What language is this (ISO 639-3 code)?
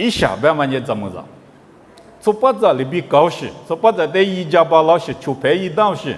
lis